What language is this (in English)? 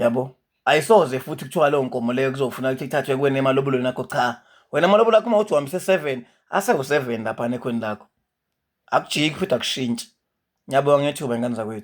Zulu